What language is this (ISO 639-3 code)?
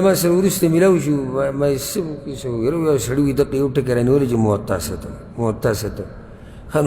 pus